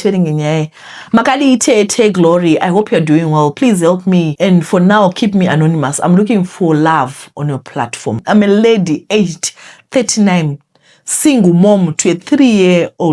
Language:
Shona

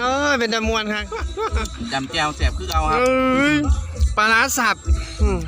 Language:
Northeastern Thai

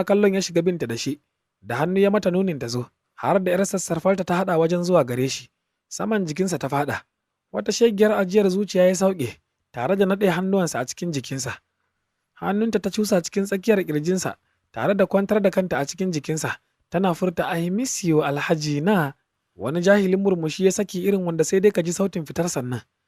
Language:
Hausa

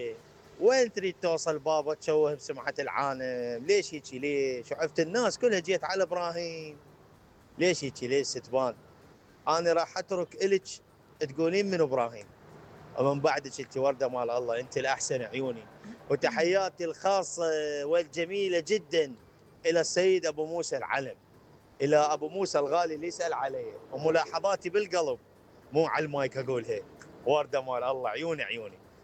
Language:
Mesopotamian Arabic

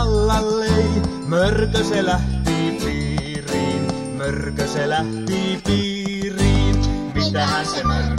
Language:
Finnish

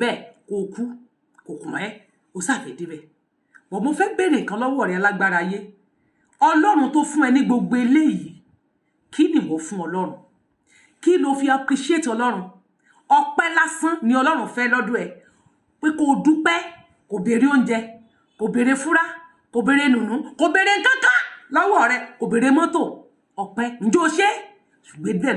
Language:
Yoruba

